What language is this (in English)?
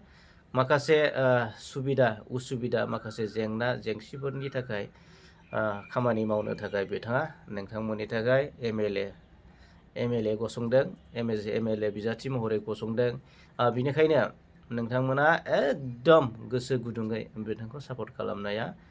Bodo